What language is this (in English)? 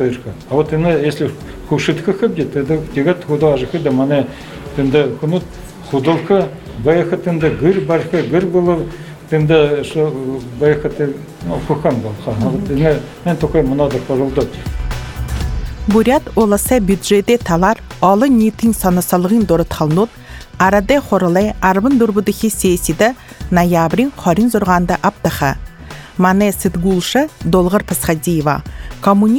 Buriat